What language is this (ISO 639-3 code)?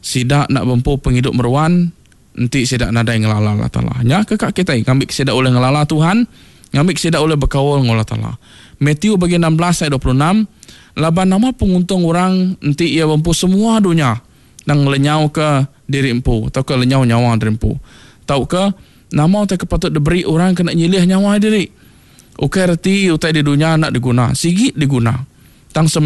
iba